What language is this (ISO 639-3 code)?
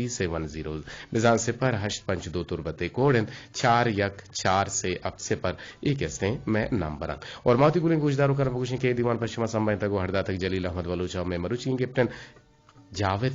bgp